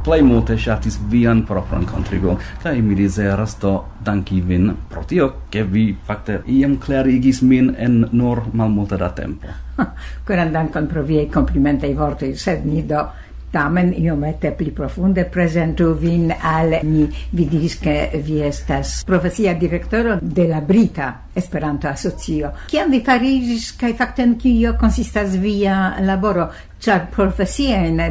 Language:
Esperanto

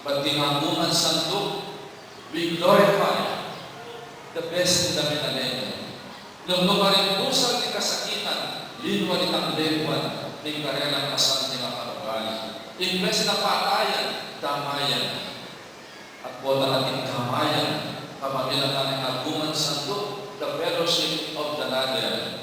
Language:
Pampanga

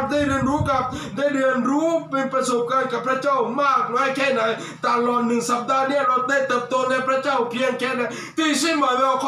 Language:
Lahu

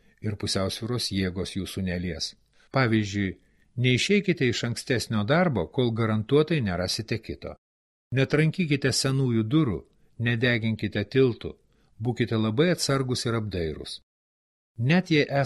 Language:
Lithuanian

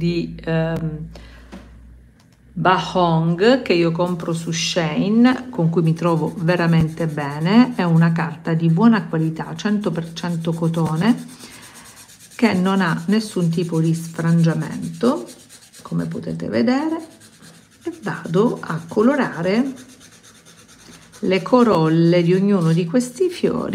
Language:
Italian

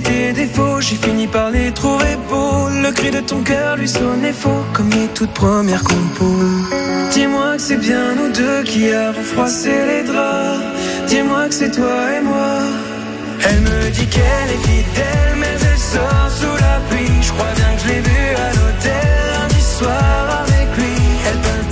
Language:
French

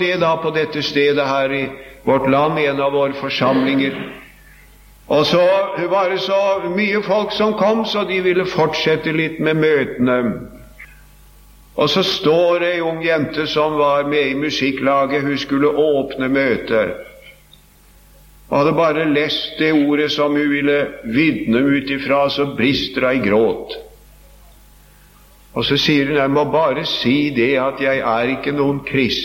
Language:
Norwegian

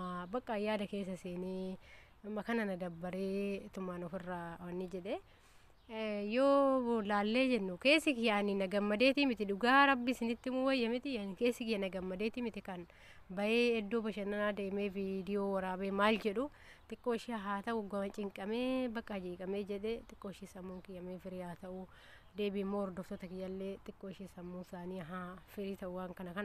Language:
Oromo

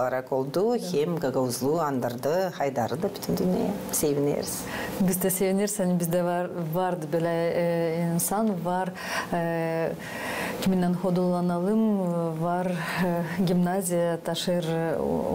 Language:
Gagauz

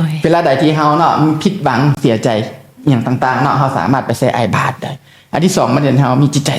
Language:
Lao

